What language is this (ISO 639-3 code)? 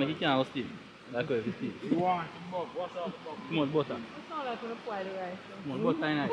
jam